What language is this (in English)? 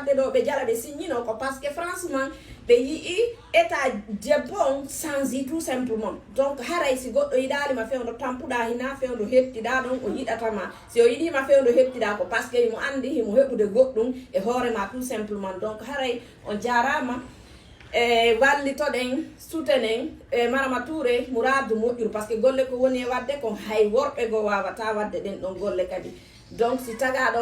Fula